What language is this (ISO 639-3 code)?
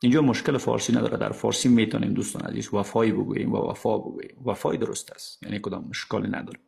fas